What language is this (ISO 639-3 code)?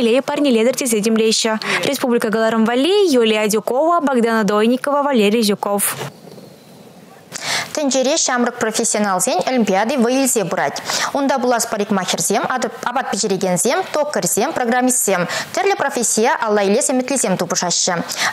chv